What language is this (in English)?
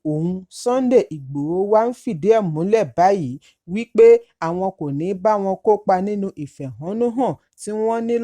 Yoruba